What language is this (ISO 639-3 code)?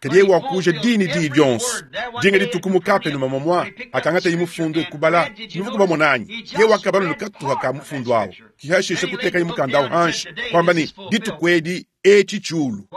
lua